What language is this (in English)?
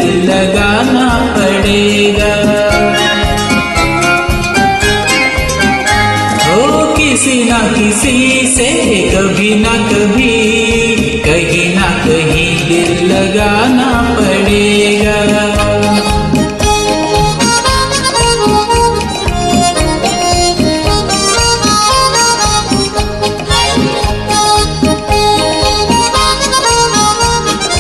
Hindi